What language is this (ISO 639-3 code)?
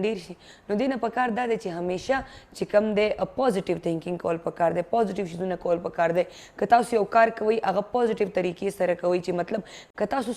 pus